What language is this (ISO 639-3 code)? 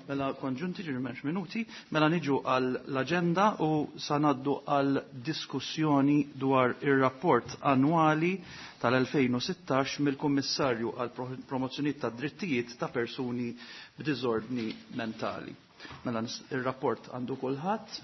mlt